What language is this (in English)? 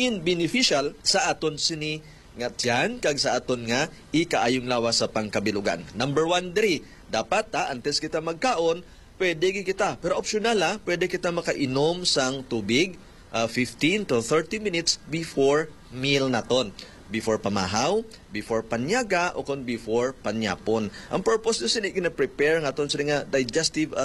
Hiligaynon